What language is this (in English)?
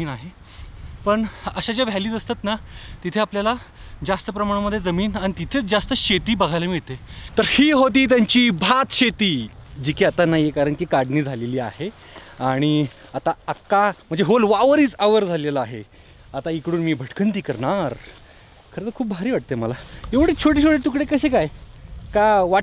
Marathi